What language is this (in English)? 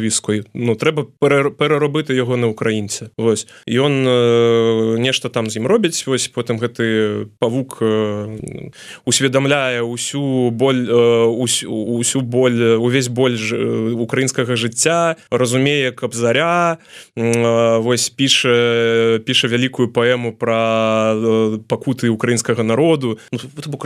Belarusian